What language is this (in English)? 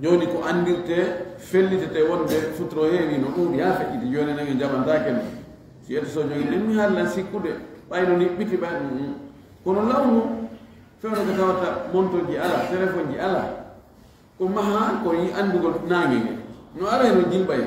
Fula